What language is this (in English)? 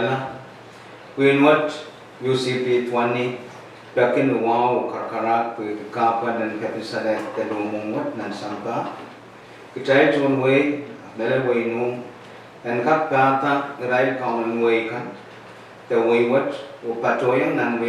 Pohnpeian